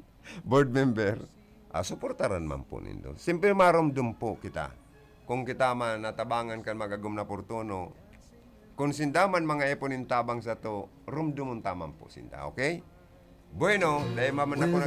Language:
Bikol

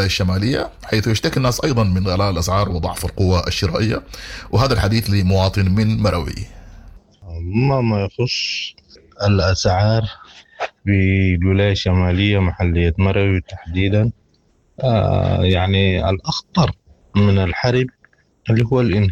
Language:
Sudanese Arabic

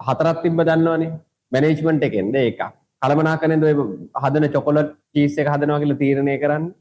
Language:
Sinhala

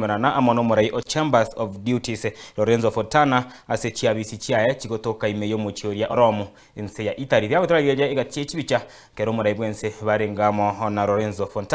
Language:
Gusii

